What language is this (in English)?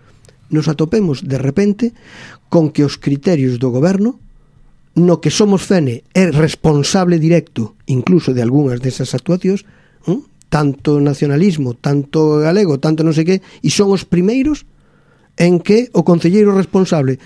Galician